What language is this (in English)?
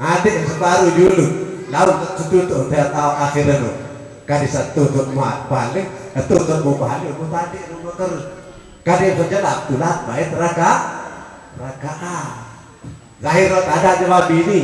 Sasak